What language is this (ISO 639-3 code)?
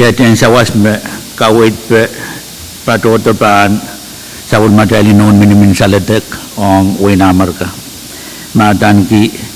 pon